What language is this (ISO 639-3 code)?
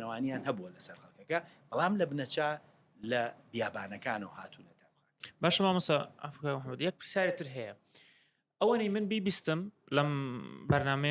ckb